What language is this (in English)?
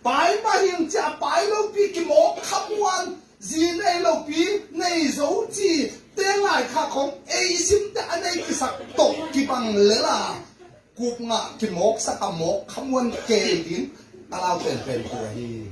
Tedim Chin